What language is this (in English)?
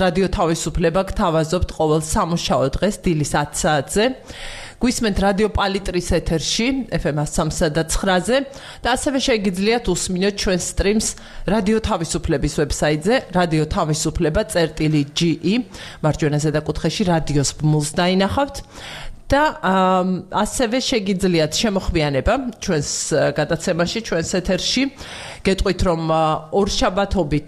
Georgian